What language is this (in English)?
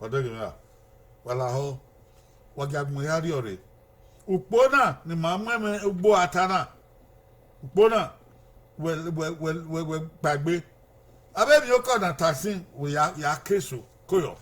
Bini